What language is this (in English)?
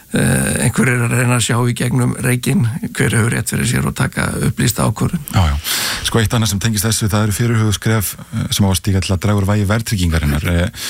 Icelandic